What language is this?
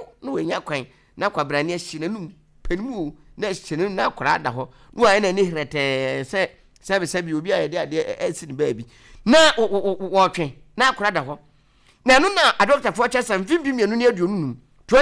Akan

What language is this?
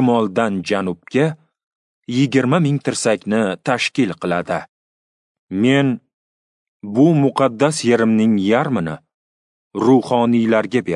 Uzbek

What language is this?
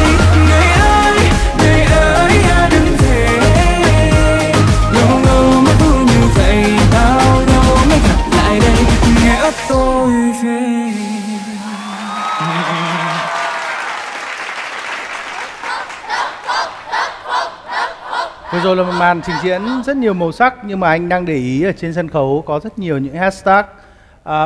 Vietnamese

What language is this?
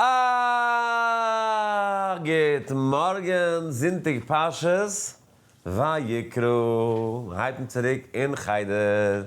Yiddish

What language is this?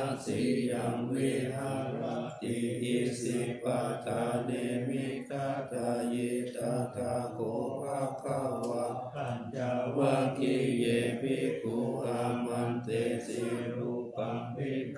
Pali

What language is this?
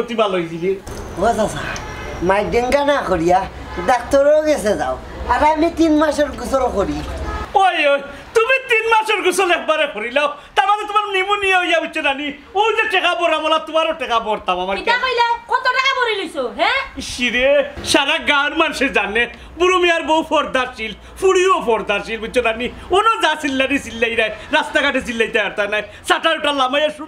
Sylheti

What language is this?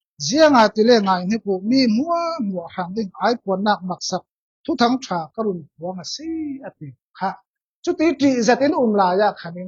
Falam Chin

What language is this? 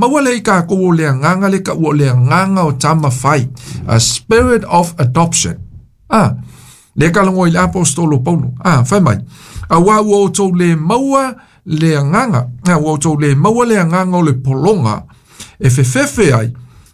Samoan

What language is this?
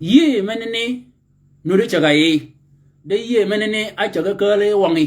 Shilluk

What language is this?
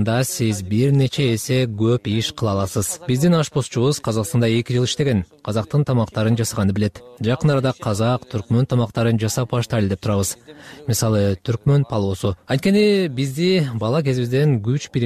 Kyrgyz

